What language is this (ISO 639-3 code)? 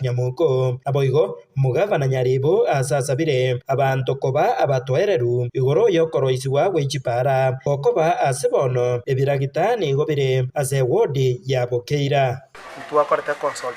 guz